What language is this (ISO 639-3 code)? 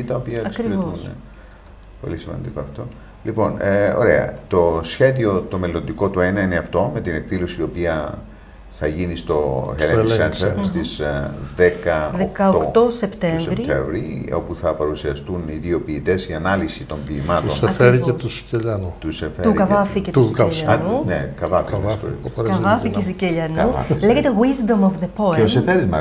ell